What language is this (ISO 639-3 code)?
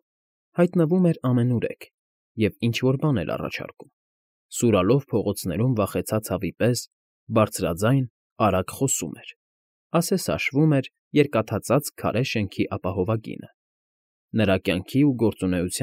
hye